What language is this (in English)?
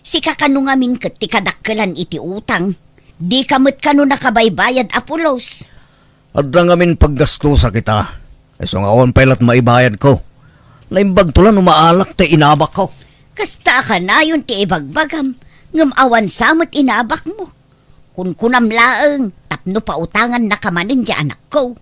Iloko